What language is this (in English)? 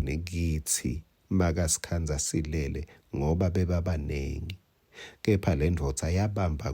Swati